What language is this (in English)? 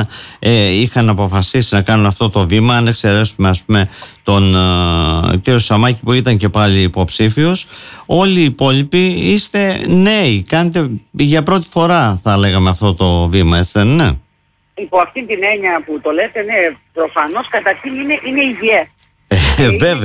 Greek